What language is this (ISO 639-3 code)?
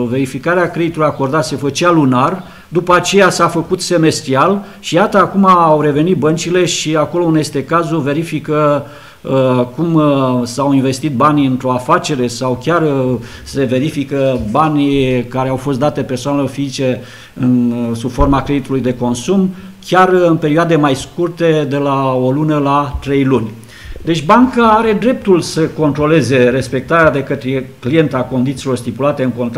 ron